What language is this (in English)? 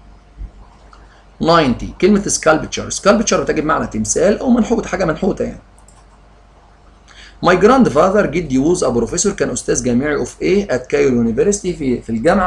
Egyptian Arabic